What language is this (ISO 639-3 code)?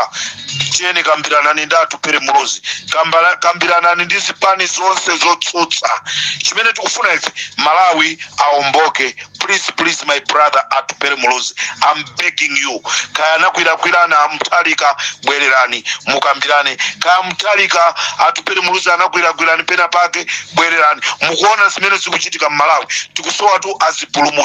nya